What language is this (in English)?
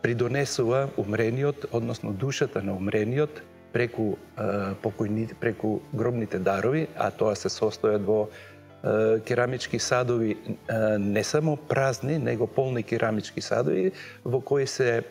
Macedonian